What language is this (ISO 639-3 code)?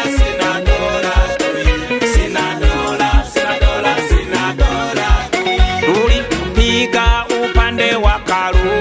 swa